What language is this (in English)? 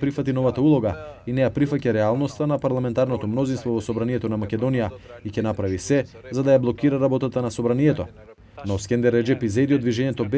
Macedonian